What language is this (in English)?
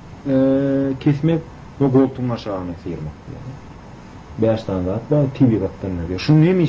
Turkmen